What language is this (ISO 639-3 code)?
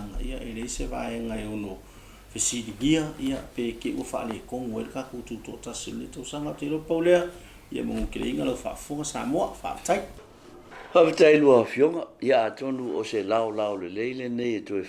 smo